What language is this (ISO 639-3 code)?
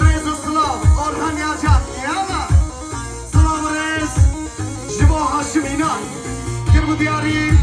kur